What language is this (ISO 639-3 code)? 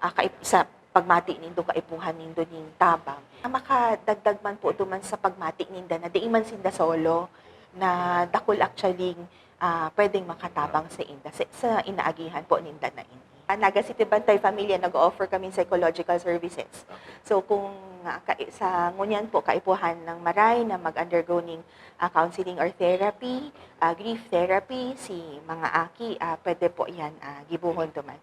bik